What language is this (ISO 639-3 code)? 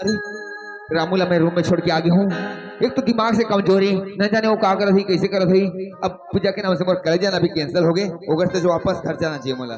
hne